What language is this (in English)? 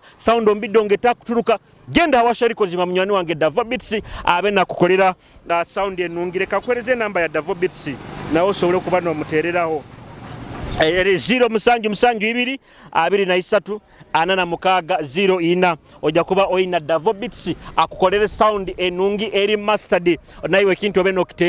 Nyoro